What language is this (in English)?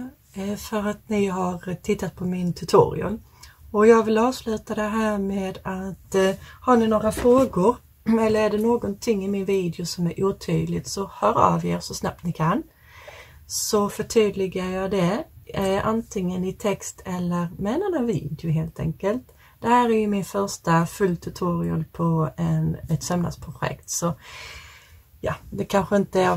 Swedish